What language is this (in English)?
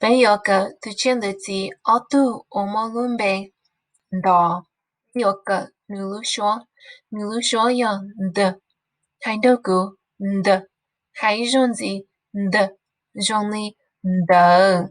Hmong